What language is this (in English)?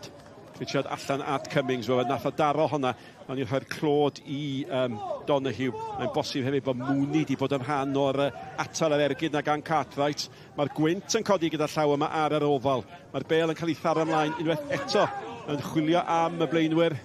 Welsh